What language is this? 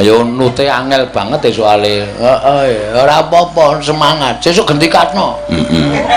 Javanese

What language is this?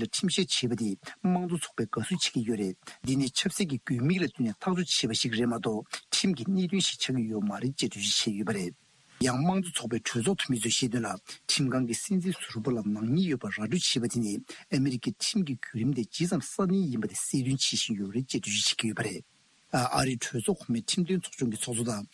Tibetan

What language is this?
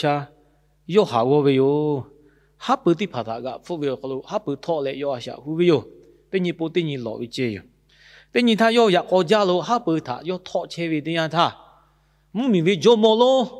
Lahu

